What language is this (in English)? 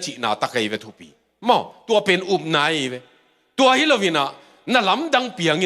Tedim Chin